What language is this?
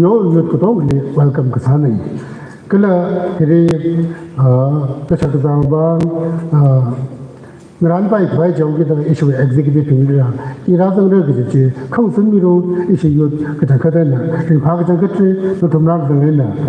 Tangkhul Naga (India)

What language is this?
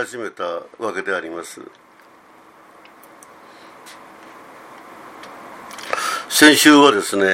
Japanese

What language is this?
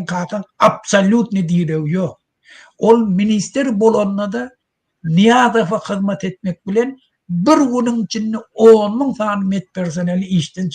Turkmen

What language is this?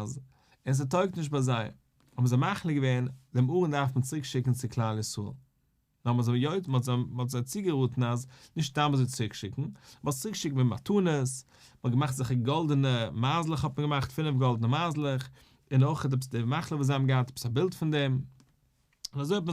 Yiddish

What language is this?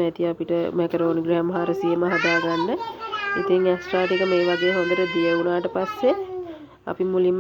Sinhala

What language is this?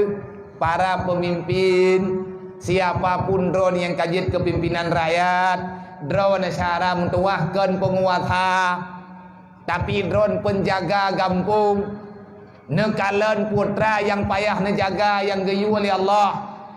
Achinese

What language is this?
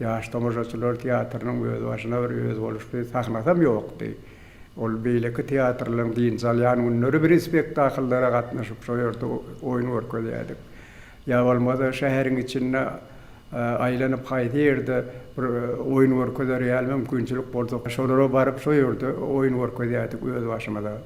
Turkmen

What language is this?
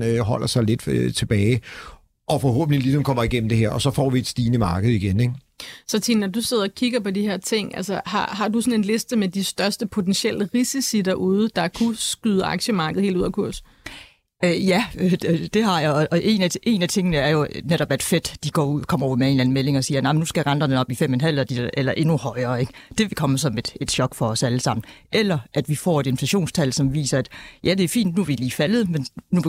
Danish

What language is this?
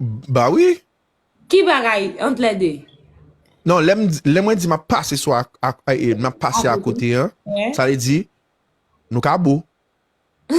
Haitian Creole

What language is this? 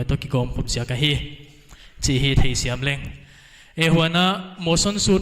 Paite Chin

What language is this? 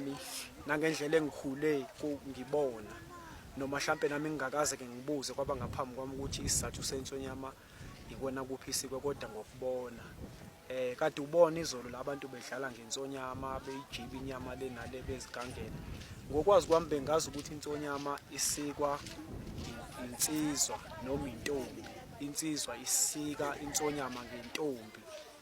Zulu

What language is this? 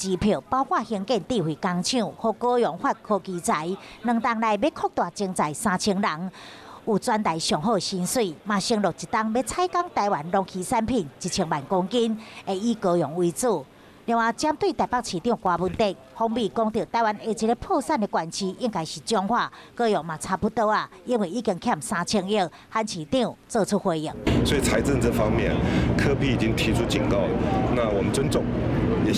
Min Nan Chinese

